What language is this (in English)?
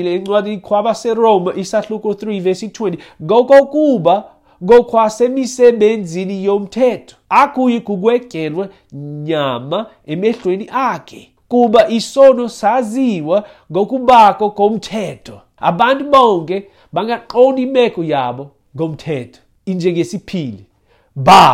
Xhosa